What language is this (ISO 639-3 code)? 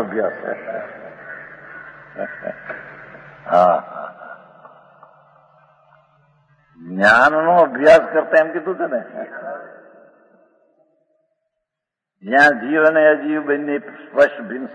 guj